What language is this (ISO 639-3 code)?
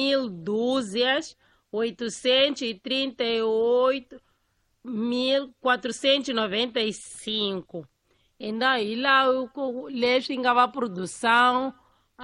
tso